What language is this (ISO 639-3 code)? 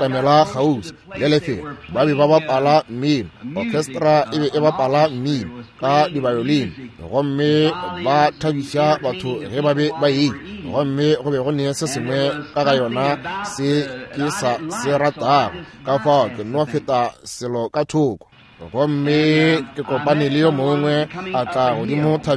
nso